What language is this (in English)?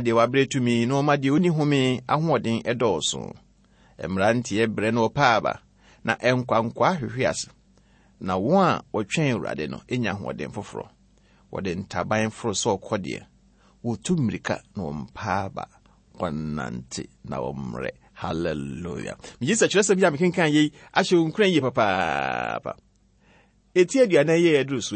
Akan